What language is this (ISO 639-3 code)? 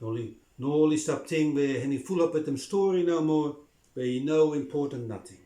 bis